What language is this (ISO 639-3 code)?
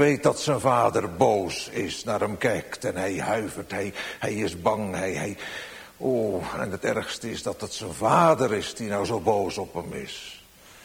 nld